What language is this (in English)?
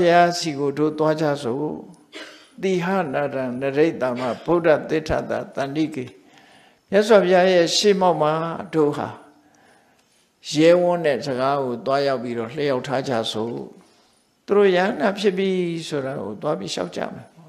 Burmese